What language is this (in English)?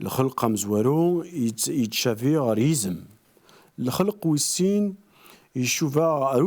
Kabyle